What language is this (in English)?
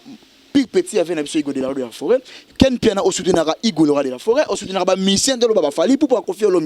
Lingala